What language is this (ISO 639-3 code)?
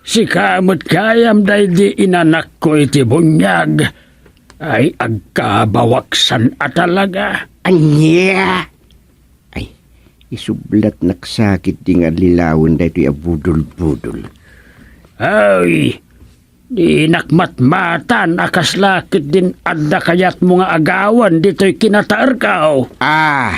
ilo